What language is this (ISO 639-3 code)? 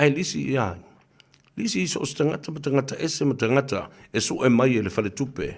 smo